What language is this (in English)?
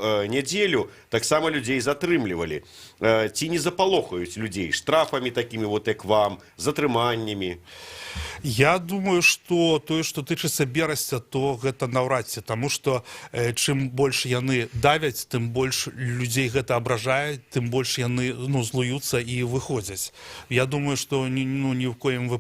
Belarusian